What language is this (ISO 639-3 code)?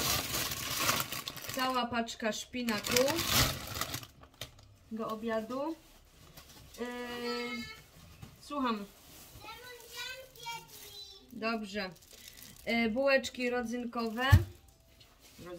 pol